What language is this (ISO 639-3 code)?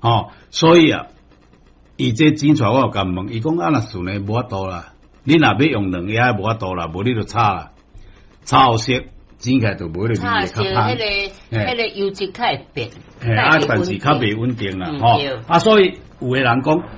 nan